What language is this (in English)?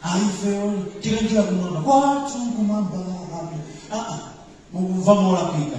Nyanja